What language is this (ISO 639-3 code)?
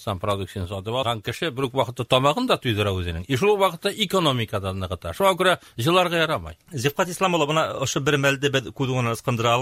tat